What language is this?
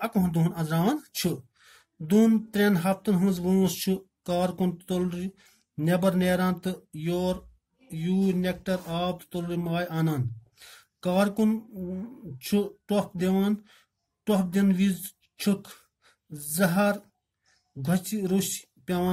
Kashmiri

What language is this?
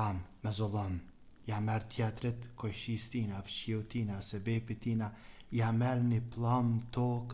Albanian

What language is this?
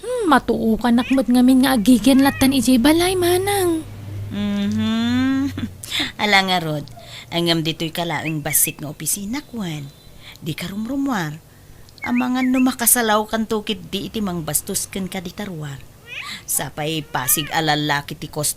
Iloko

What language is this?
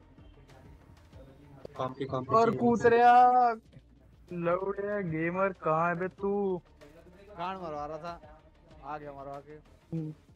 Hindi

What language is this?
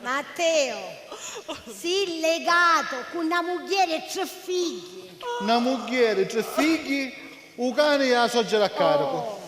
Sicilian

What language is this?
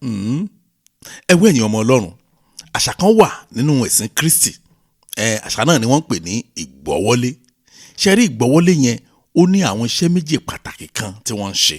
Yoruba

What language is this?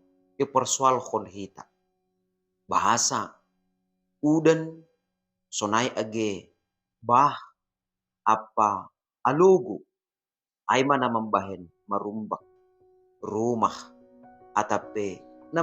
Batak Simalungun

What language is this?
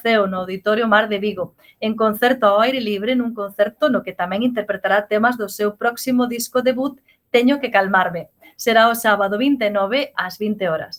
Galician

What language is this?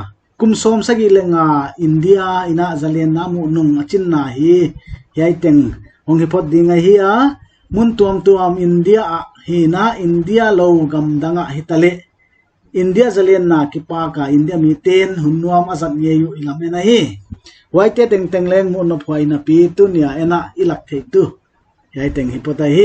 Paite Chin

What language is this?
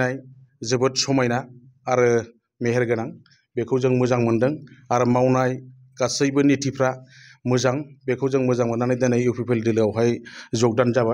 Bodo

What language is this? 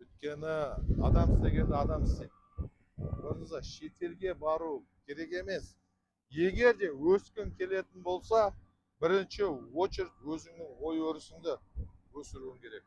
Kazakh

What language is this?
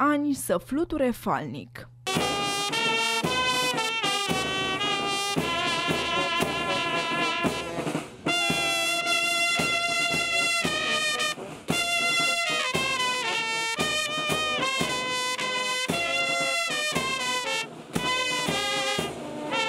Romanian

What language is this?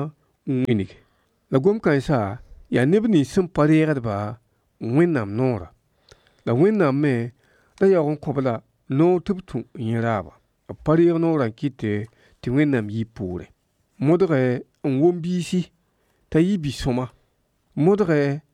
Mossi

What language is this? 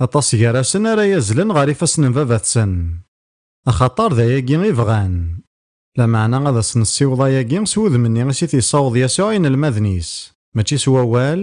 Kabyle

